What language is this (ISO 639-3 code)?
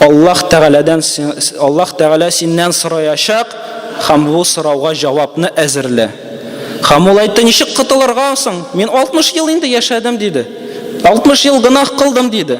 tat